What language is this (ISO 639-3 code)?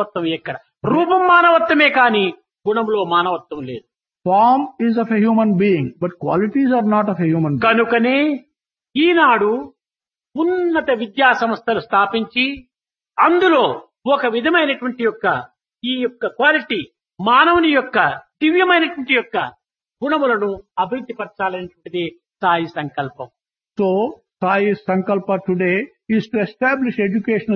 tel